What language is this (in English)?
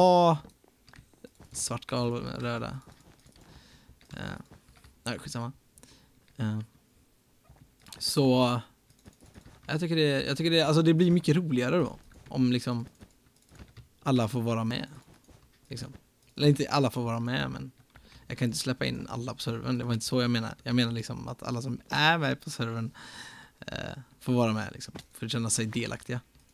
Swedish